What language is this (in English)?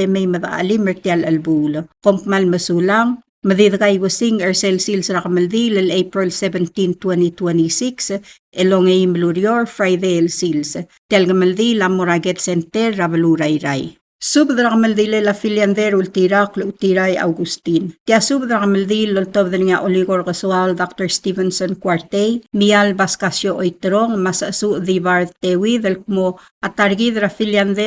Palauan